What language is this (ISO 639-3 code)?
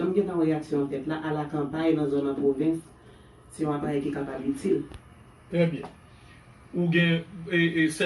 hat